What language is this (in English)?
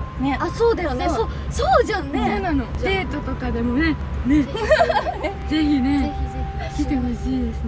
Japanese